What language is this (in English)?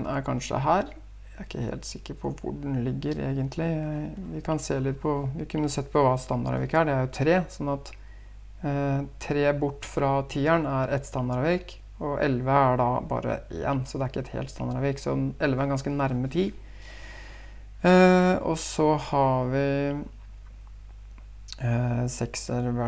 Norwegian